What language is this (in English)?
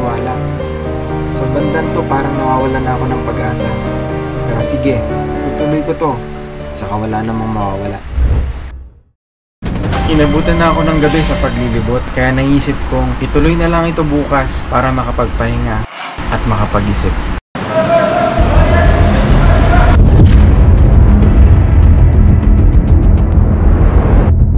Filipino